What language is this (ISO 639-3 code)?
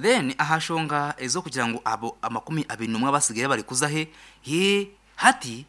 nyn